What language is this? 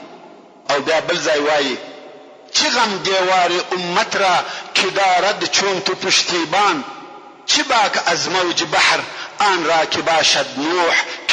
Pashto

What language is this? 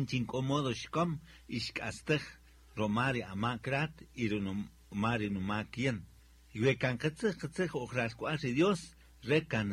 Kaqchikel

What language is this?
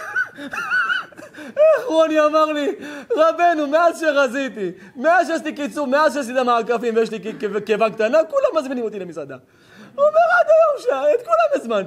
Hebrew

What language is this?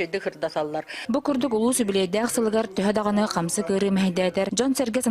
Yakut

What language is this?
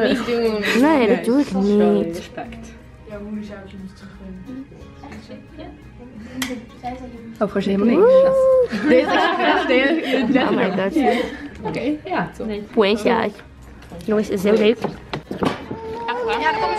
Dutch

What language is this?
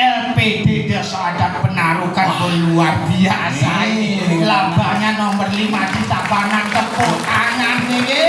Balinese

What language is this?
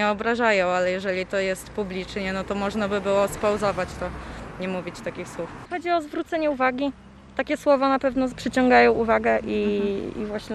Polish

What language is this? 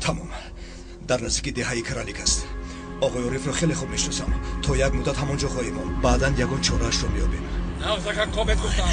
Tajik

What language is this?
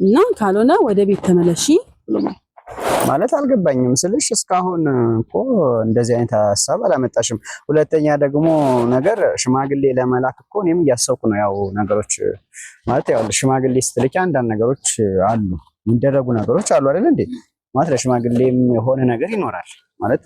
Amharic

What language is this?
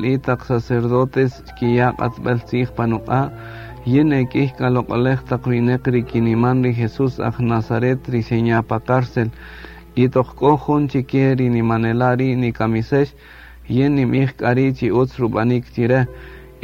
Kaqchikel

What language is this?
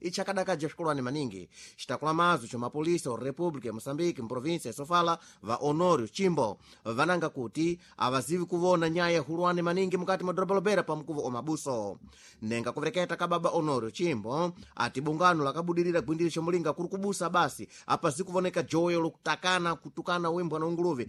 Sena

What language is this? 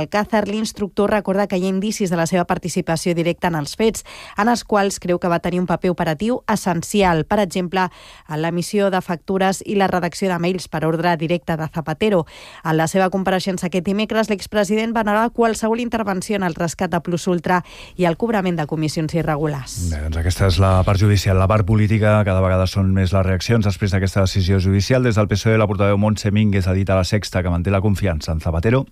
Catalan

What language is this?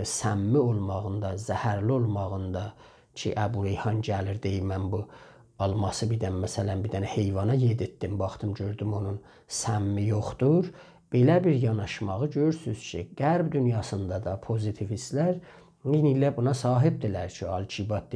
South Azerbaijani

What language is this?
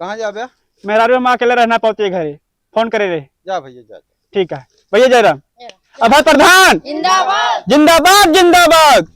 Awadhi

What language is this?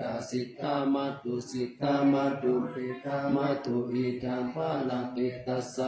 Pali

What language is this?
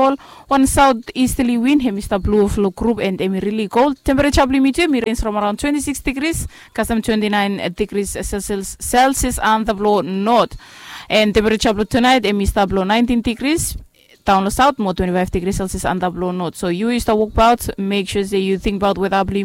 Bislama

